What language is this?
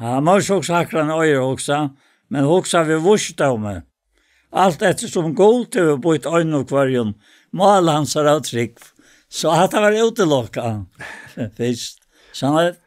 Faroese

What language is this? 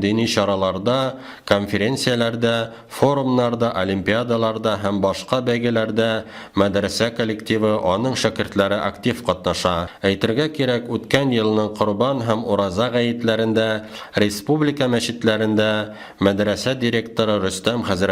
Tatar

